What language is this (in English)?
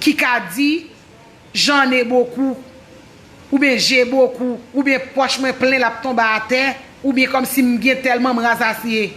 Haitian Creole